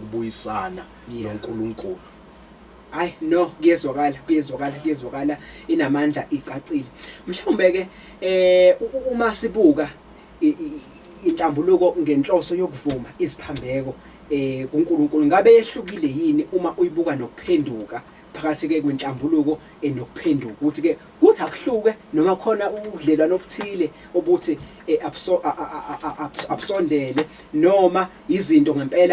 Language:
Zulu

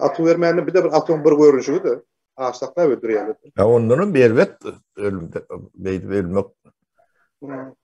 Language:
Turkmen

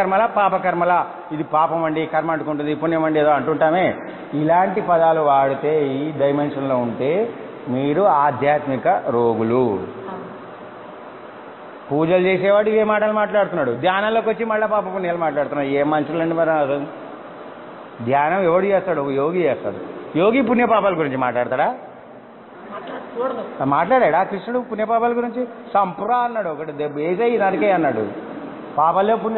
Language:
Telugu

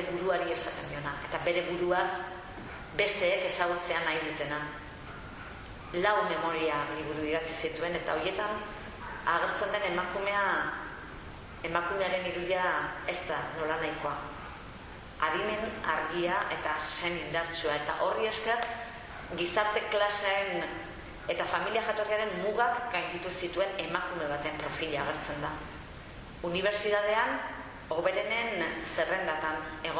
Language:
Basque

